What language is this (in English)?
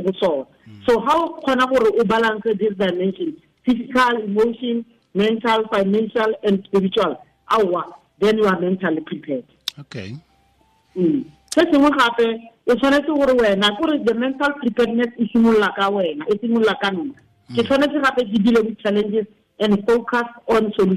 Tswana